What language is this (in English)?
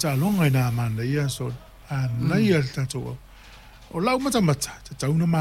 Samoan